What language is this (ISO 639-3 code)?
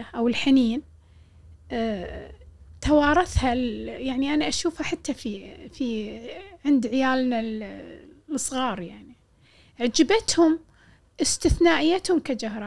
afb